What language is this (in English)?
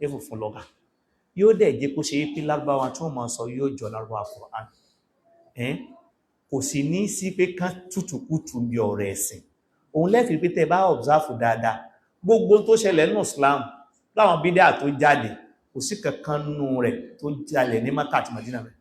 Yoruba